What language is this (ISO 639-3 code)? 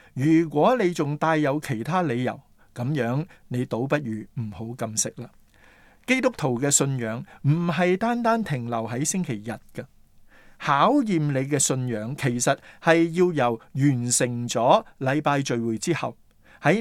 yue